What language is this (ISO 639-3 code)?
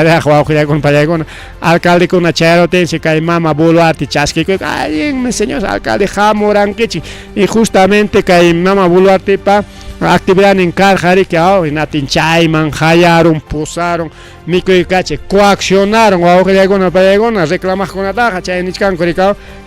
quy